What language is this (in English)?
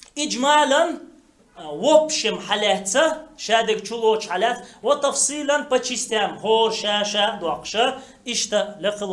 Chechen